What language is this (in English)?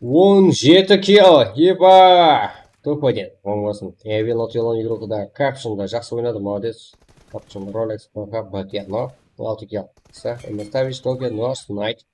Kara-Kalpak